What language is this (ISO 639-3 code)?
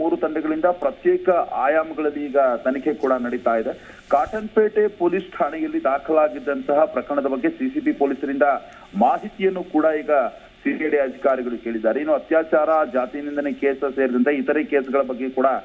kan